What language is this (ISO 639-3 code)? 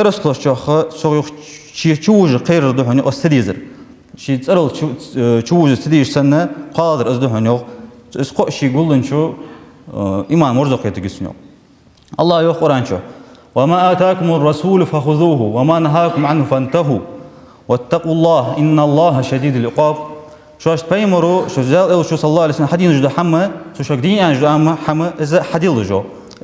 inh